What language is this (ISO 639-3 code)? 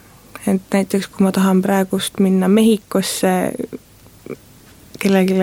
est